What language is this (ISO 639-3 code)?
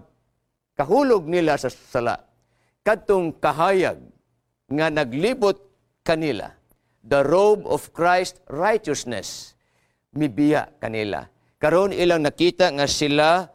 ceb